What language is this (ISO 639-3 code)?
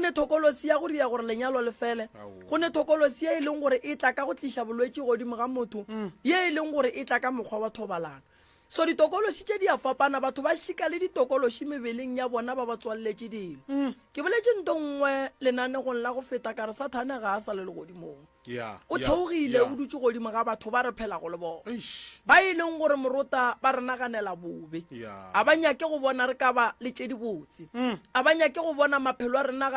nso